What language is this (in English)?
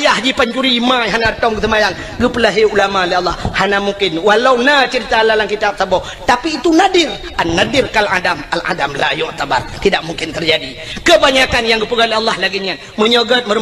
Achinese